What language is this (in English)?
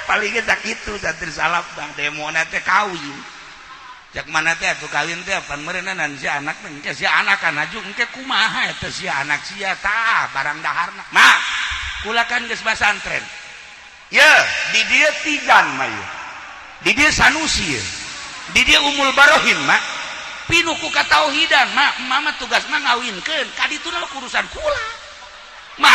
Sundanese